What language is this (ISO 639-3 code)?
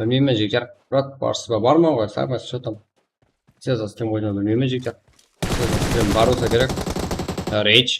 kaa